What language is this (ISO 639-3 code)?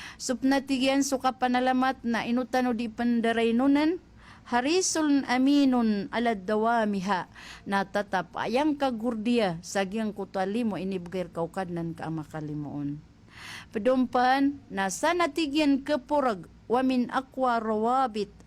mrw